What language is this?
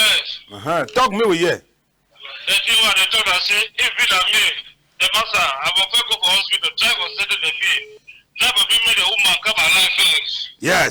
Cameroon Pidgin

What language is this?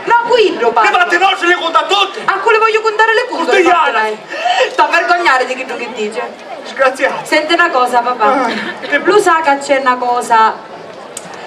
Sicilian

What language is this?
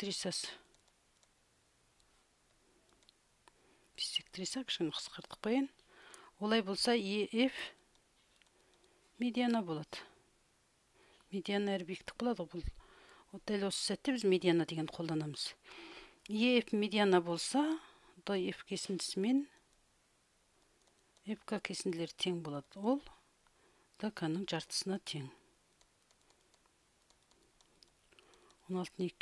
Kazakh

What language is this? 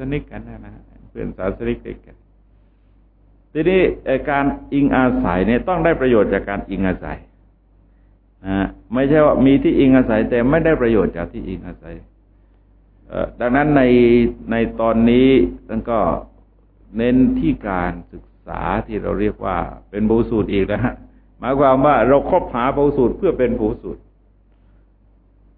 Thai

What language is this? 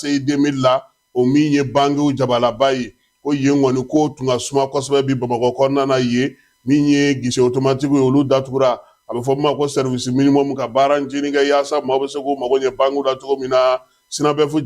Bambara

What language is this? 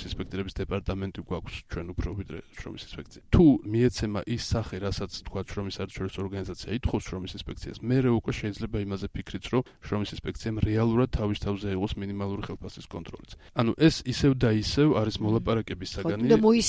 Georgian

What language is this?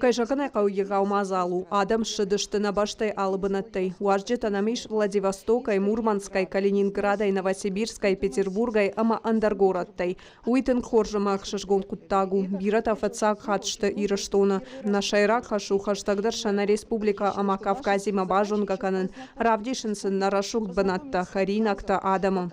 Ossetic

